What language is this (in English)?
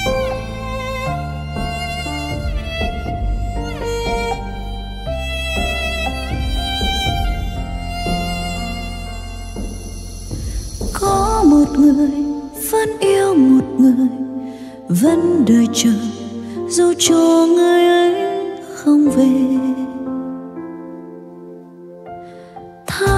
Vietnamese